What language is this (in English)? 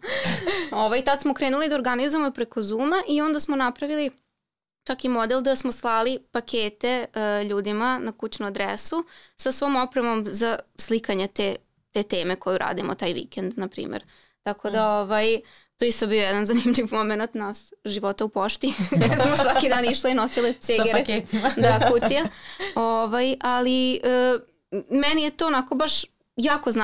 Serbian